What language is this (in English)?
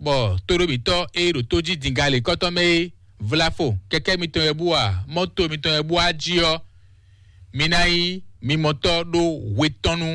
Fon